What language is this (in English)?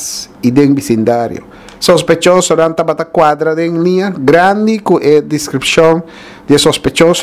Papiamento